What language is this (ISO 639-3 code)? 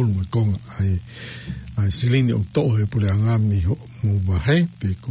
ton